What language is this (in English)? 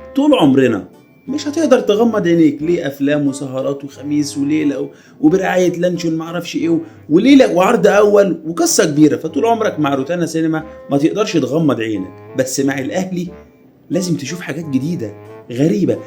Egyptian Arabic